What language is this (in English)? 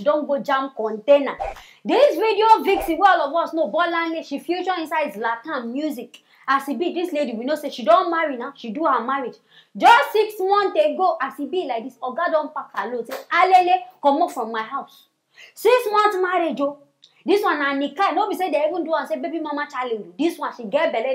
Nigerian Pidgin